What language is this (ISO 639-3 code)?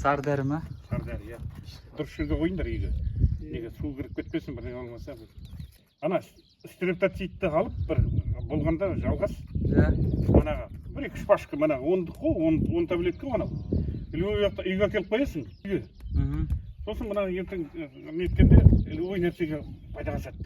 kaz